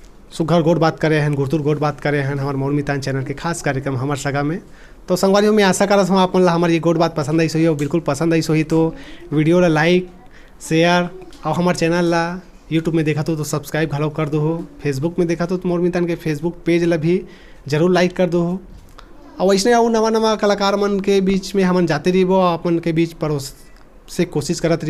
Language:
Chhattisgarhi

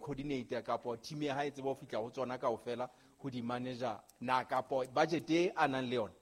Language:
Southern Sotho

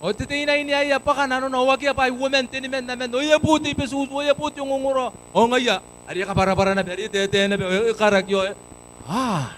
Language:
Gilbertese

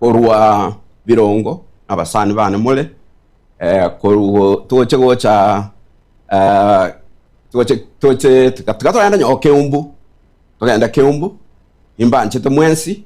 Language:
Gusii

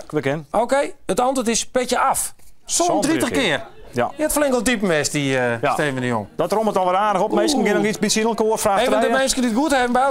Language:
Western Frisian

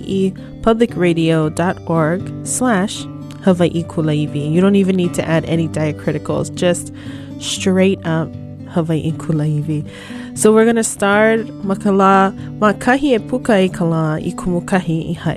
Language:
Hawaiian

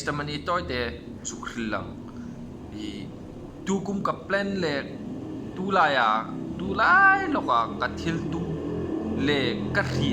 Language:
Hmar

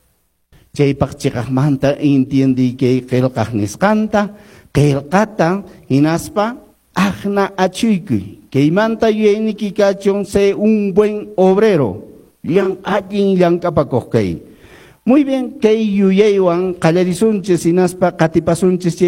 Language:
Quechua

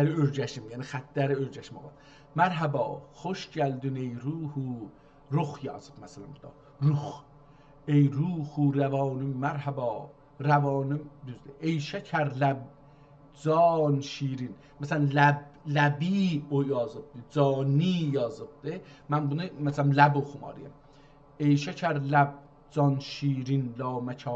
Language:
South Azerbaijani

